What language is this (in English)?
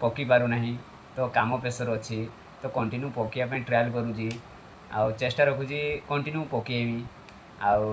Odia